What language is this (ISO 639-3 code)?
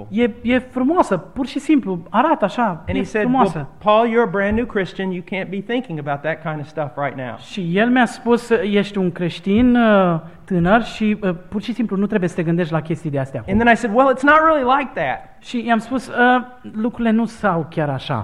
ron